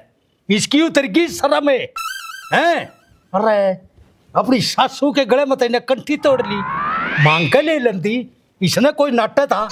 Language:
Haryanvi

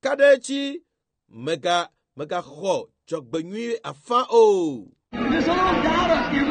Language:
Ewe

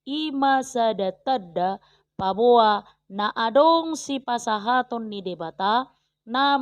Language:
Batak Toba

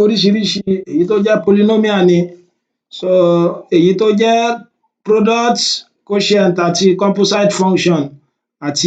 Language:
Yoruba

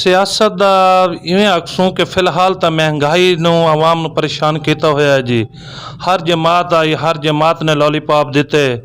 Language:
Saraiki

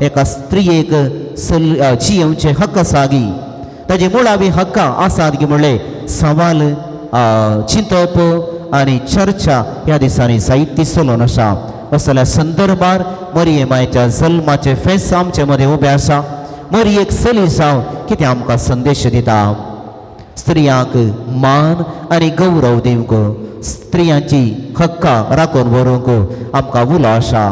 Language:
Konkani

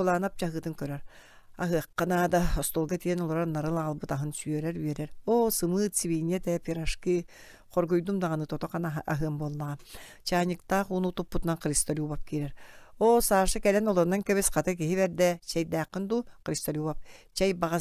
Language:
Yakut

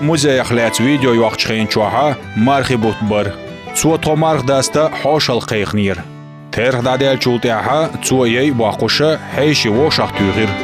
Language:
Chechen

